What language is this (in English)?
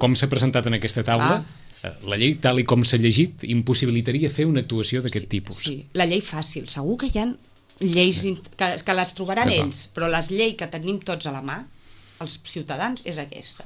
Catalan